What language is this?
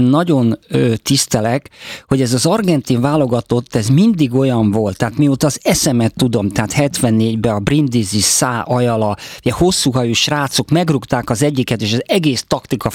Hungarian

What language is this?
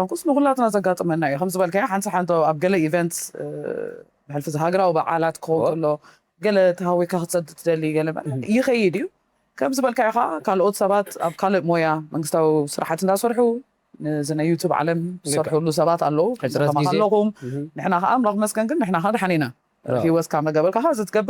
Tigrinya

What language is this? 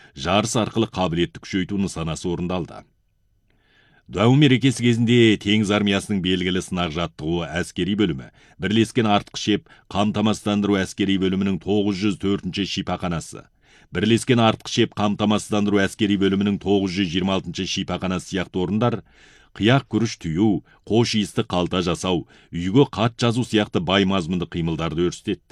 Kazakh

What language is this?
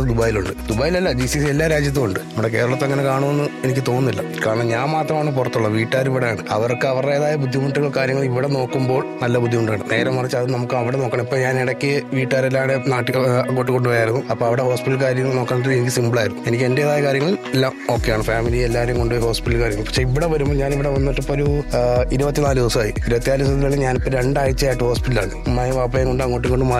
Malayalam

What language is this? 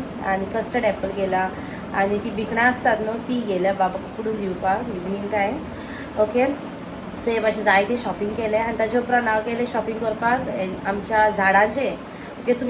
Konkani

